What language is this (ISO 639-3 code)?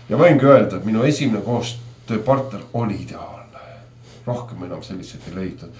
est